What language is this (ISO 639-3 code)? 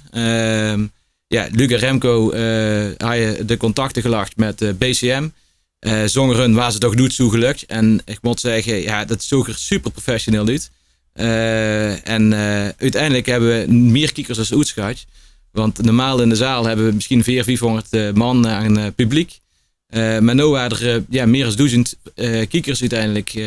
lim